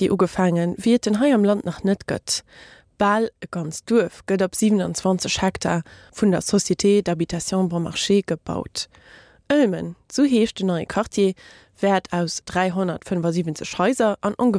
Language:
Luxembourgish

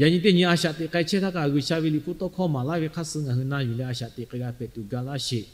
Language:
Lahu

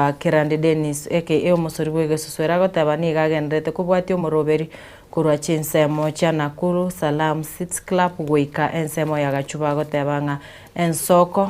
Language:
Gusii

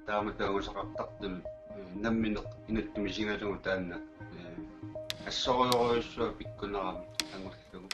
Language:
Kalaallisut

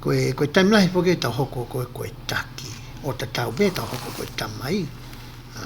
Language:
Tongan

